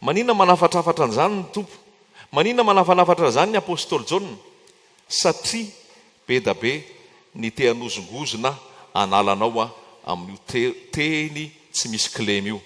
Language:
Malagasy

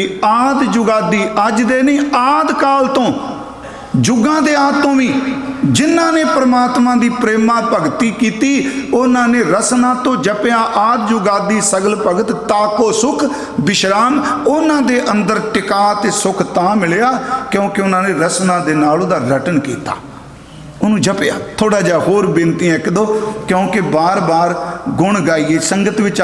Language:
Punjabi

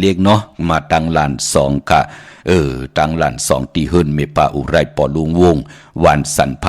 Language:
Shan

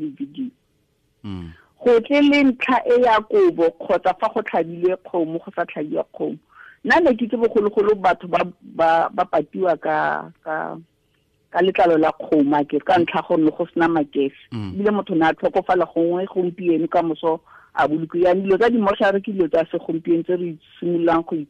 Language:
Tswana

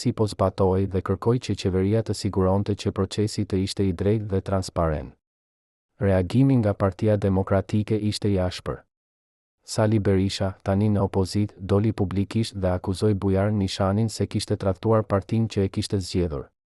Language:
Albanian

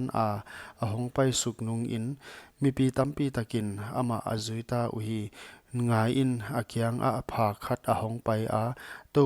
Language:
Paite Chin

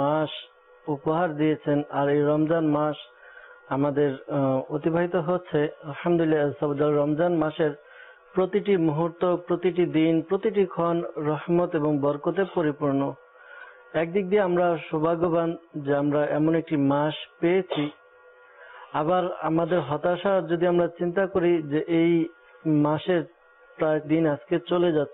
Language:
Bangla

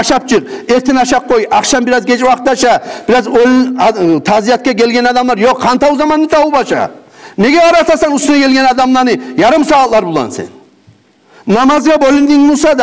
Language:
Kumyk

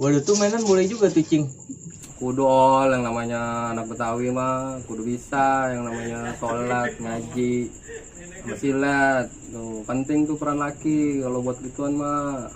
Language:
Betawi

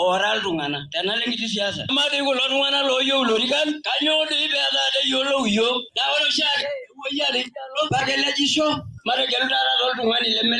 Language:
Masai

